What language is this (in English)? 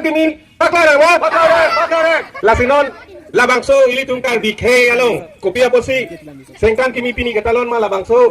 Karbi